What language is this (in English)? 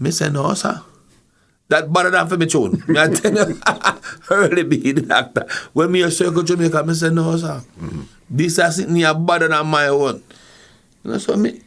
Jamaican Creole English